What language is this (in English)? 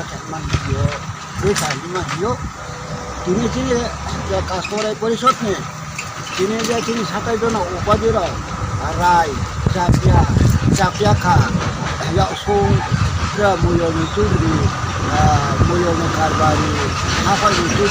Riang (India)